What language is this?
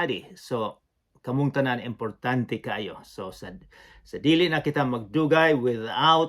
Cebuano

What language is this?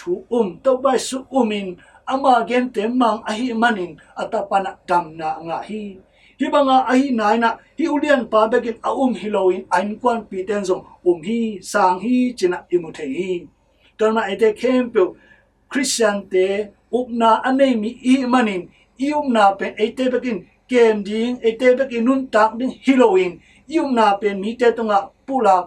Tedim Chin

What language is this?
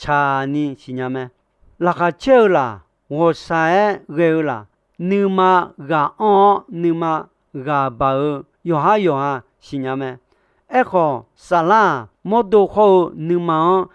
Akha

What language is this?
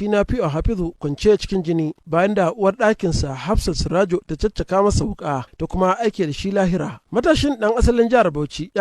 Hausa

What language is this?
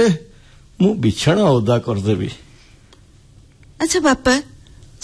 Odia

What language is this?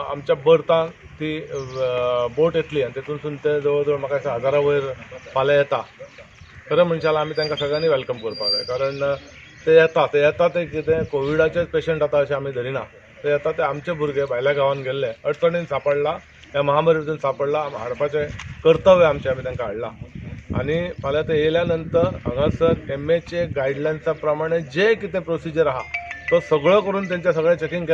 Konkani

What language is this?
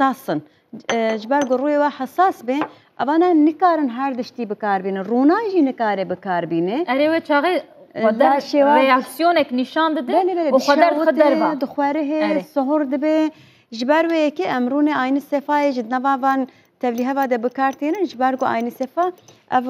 Kurdish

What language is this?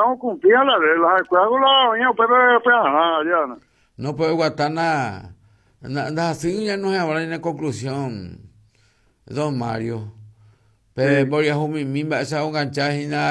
Guarani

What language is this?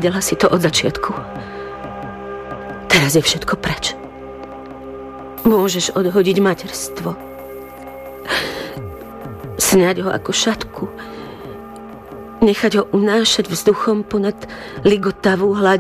Slovak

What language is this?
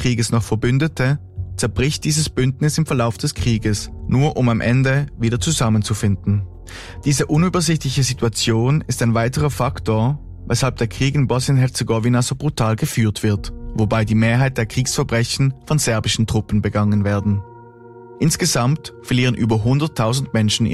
German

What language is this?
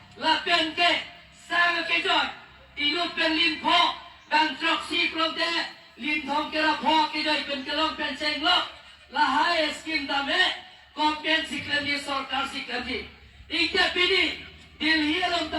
Karbi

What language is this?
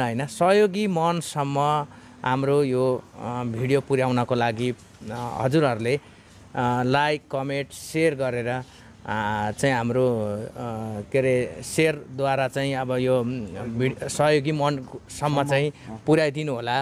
Nepali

